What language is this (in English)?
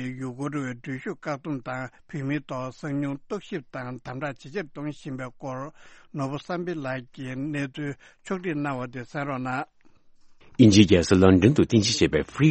Tibetan